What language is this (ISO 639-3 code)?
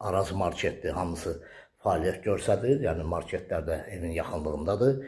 aze